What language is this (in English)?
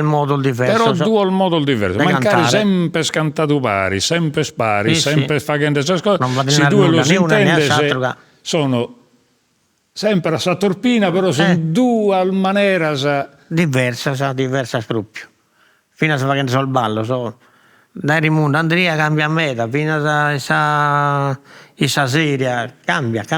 Sardinian